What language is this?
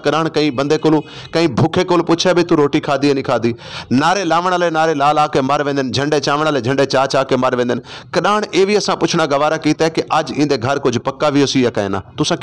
Saraiki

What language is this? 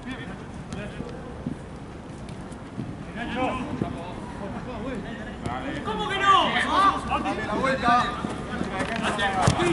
Spanish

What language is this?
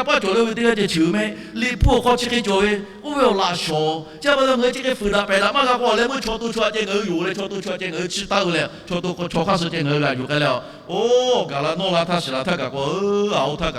Lahu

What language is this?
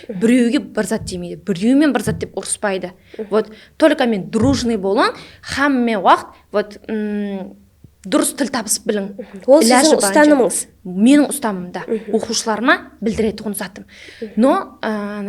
Kara-Kalpak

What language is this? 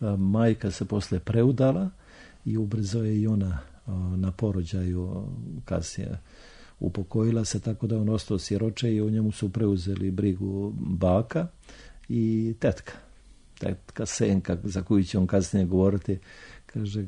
Serbian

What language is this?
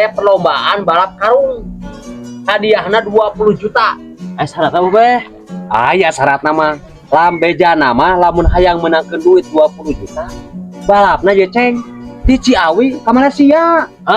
Sundanese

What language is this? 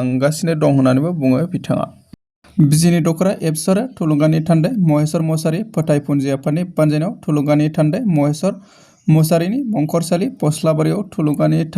Bodo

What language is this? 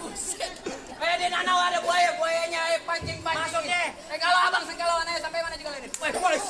Betawi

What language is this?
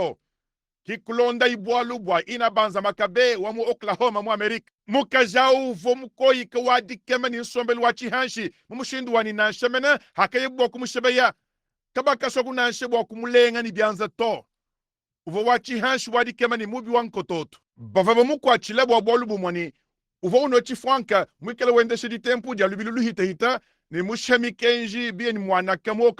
Luba-Lulua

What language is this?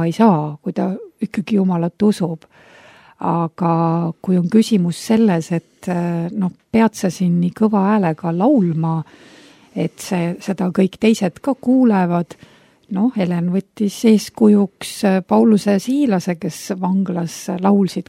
Estonian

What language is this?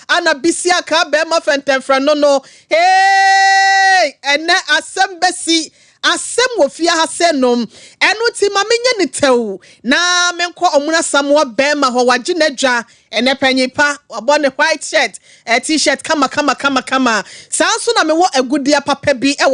Akan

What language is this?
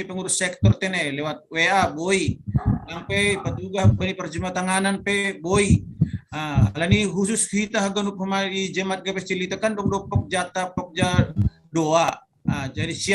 Batak Simalungun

